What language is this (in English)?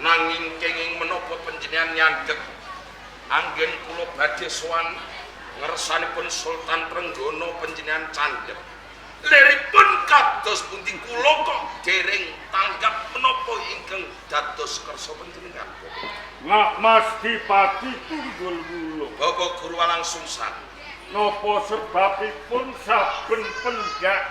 Javanese